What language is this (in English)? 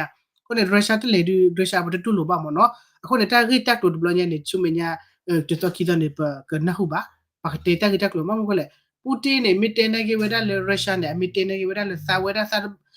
S'gaw Karen